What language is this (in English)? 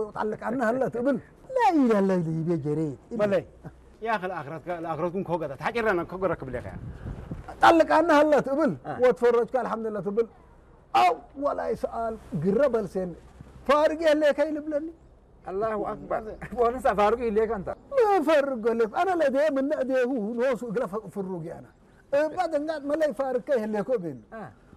Tigrinya